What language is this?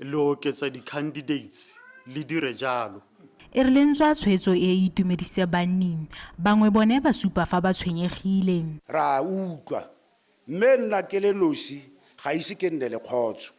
Tswana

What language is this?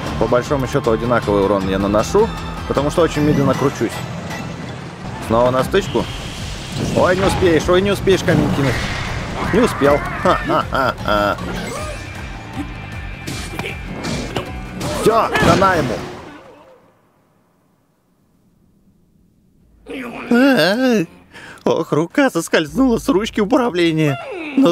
Russian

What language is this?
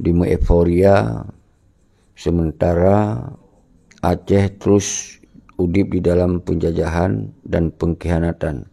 Achinese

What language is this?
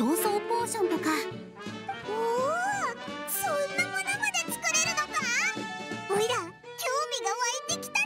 Japanese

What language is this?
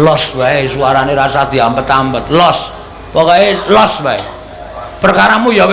Javanese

